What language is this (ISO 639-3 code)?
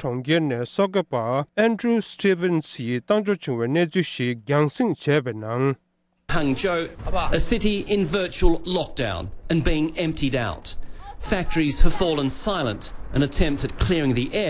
bod